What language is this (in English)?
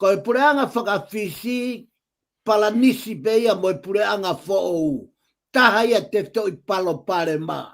Tongan